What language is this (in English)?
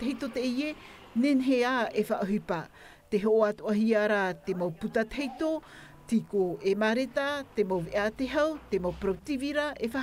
Tahitian